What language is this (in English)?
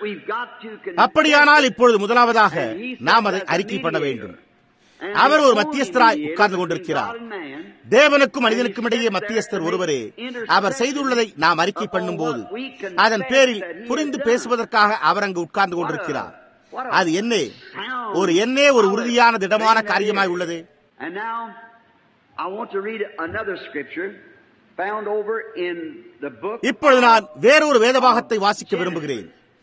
Tamil